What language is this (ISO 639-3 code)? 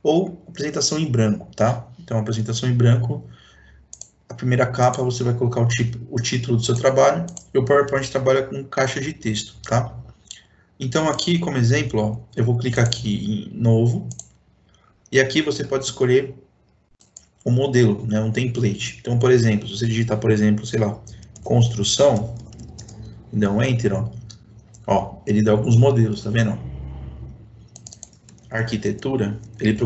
por